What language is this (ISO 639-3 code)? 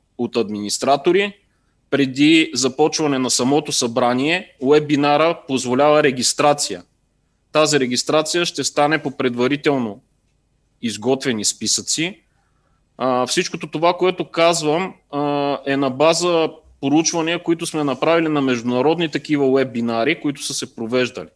bul